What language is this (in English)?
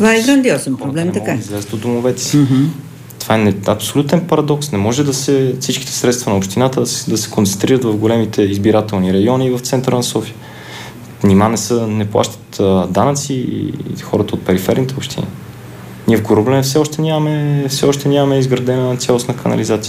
Bulgarian